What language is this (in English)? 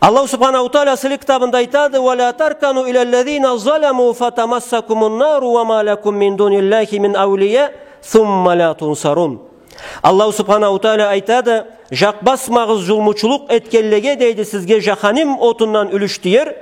Karachay-Balkar